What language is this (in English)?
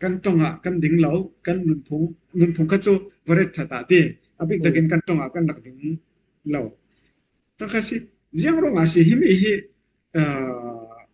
Falam Chin